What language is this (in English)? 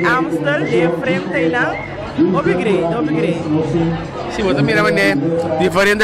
Papiamento